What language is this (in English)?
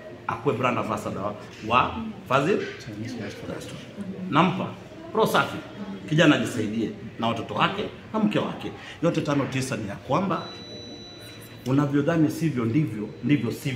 Swahili